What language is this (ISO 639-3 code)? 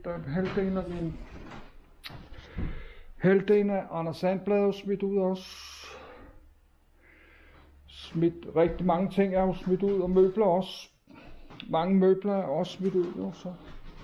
dan